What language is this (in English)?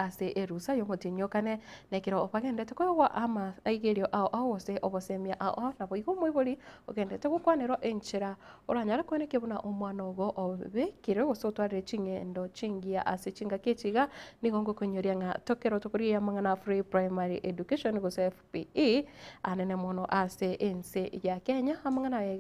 Gusii